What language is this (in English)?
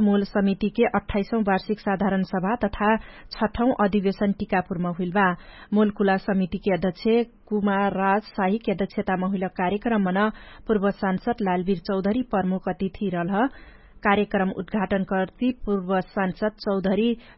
Dangaura Tharu